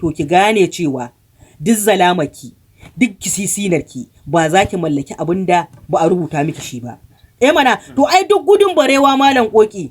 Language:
Hausa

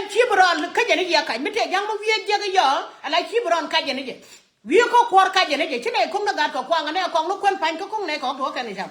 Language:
Nuer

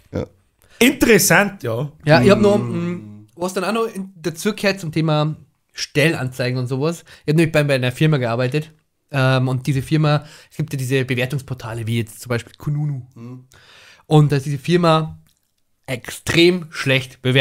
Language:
Bavarian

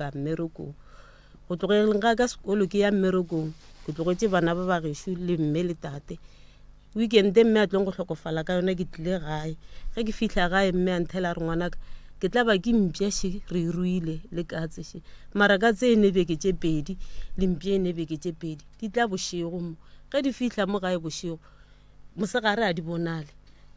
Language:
Northern Sotho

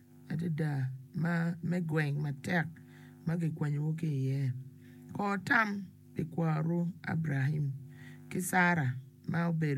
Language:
Acoli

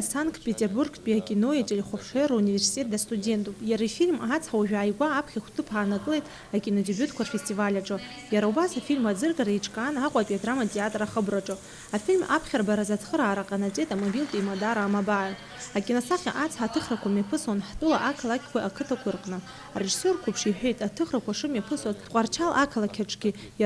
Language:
Abkhazian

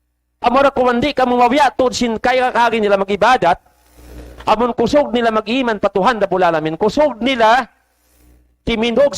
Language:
Tausug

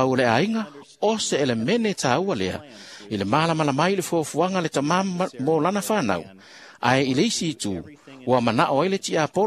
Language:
Samoan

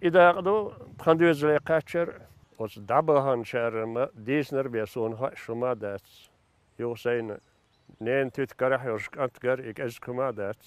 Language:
Chechen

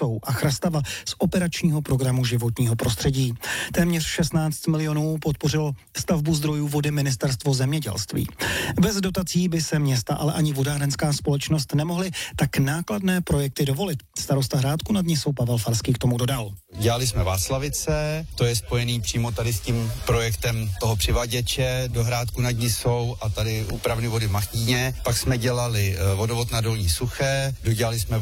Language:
Czech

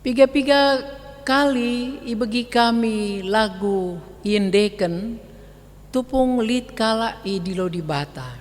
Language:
Batak Karo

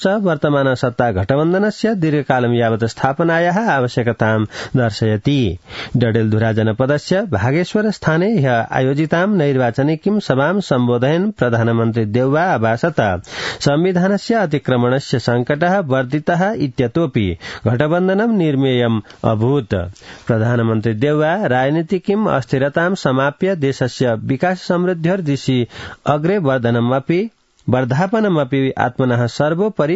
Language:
Sanskrit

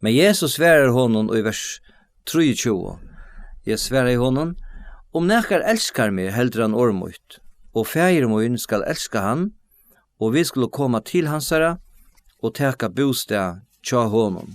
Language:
Faroese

